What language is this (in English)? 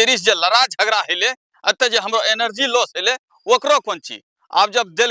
Angika